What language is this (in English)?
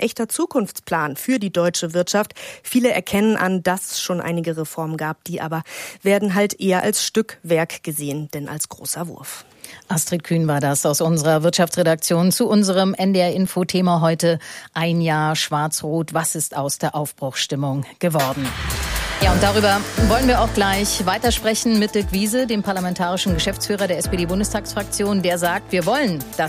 German